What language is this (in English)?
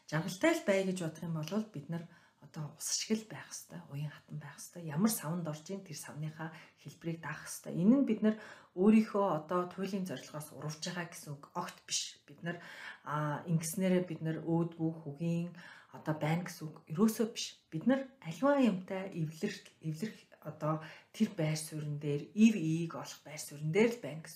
Mongolian